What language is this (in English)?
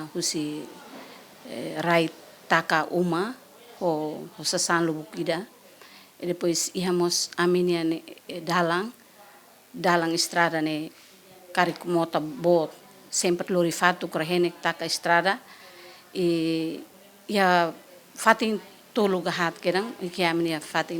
Tetum